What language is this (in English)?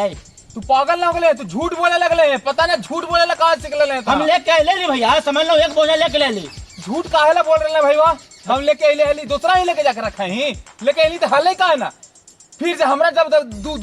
Magahi